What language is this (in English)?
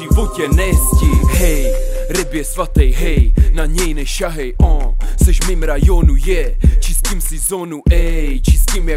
Czech